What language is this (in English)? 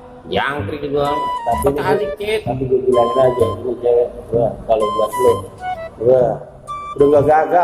Betawi